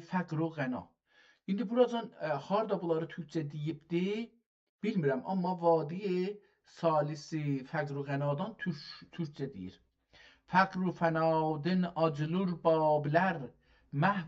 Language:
South Azerbaijani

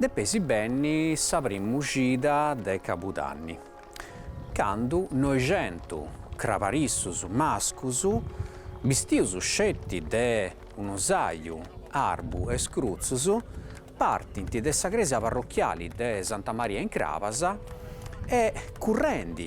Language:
Sardinian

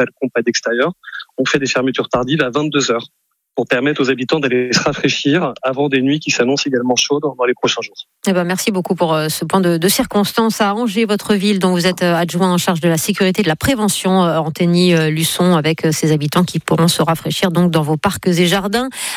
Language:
French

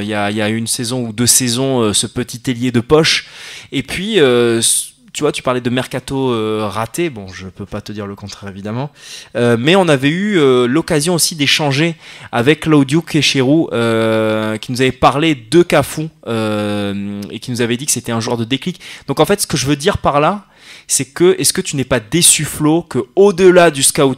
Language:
French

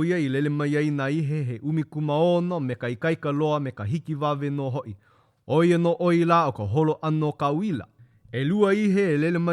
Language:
Hawaiian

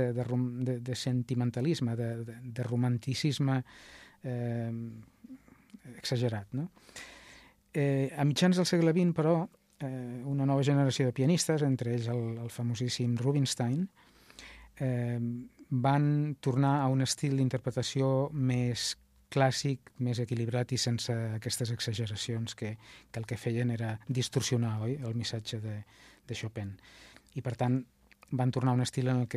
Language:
Catalan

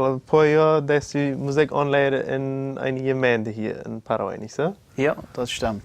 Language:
Plautdietsch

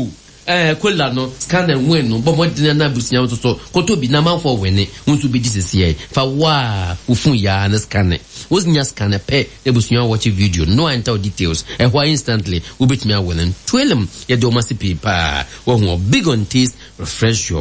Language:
Akan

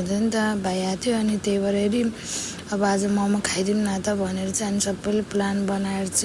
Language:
Nepali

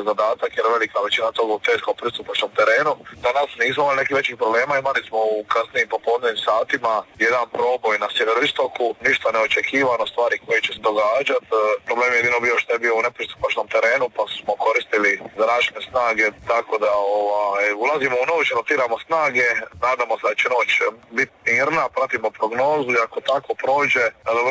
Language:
Croatian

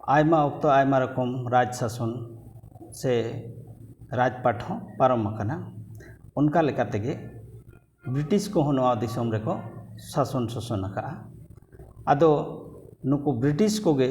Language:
Santali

